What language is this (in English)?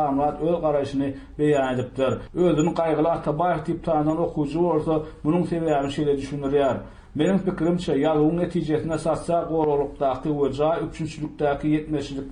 Turkmen